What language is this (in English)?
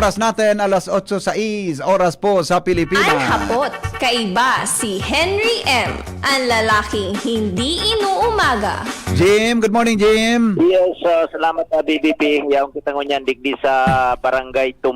Bikol